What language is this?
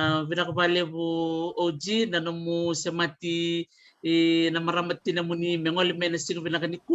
Fijian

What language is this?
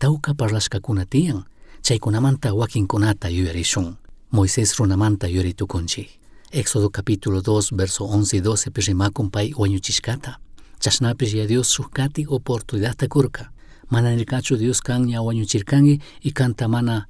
Chimborazo Highland Quichua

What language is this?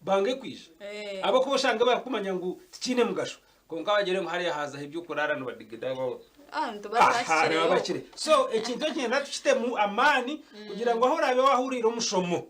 Nyankole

